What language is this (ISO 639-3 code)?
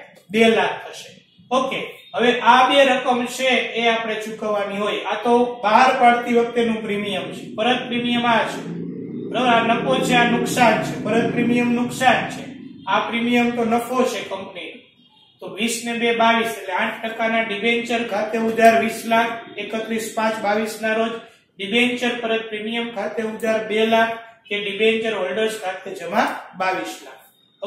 guj